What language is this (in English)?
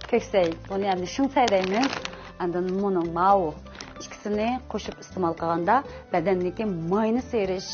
Uyghur